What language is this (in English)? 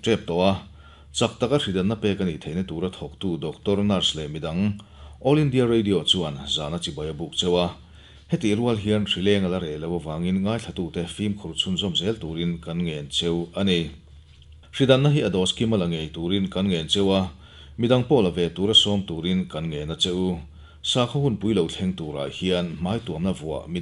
Mizo